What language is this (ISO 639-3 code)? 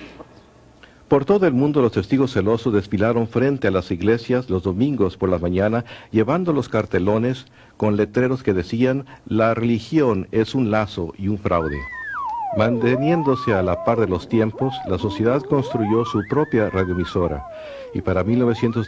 spa